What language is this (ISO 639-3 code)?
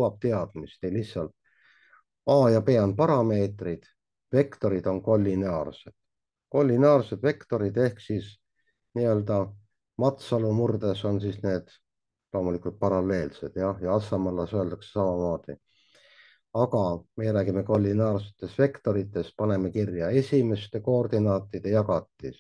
est